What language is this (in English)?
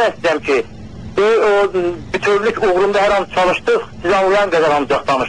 South Azerbaijani